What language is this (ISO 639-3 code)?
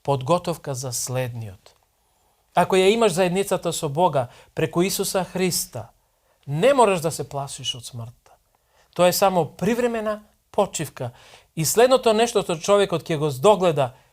mkd